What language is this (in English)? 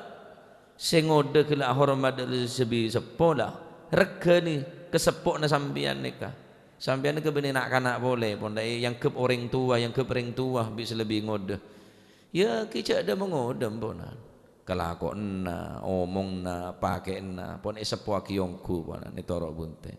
Madurese